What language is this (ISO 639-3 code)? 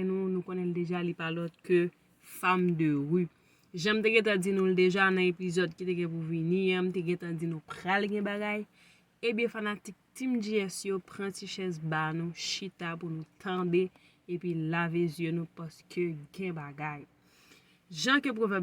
hat